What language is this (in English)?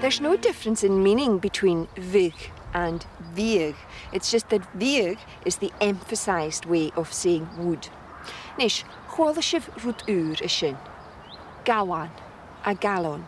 Scottish Gaelic